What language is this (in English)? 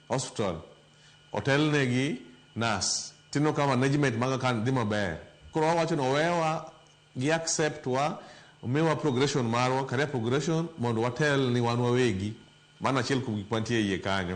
Luo (Kenya and Tanzania)